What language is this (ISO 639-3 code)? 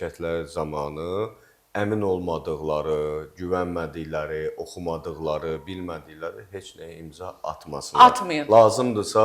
aze